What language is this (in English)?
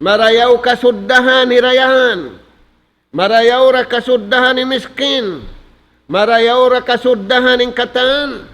Tausug